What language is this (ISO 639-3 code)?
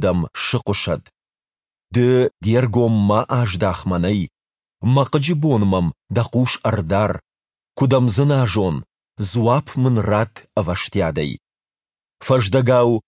oss